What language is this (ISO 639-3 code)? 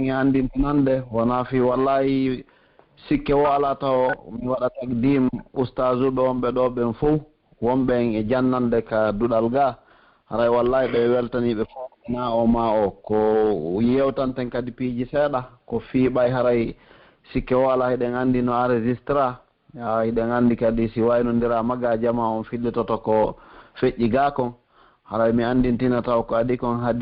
fuf